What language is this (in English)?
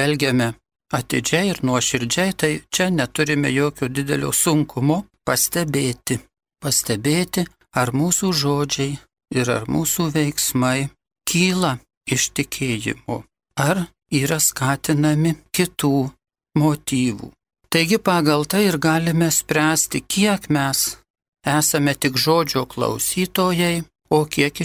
Lithuanian